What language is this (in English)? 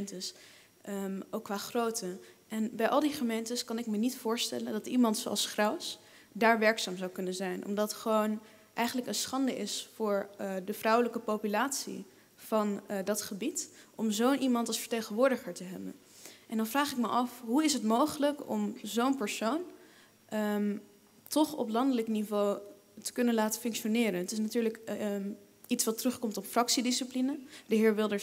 Dutch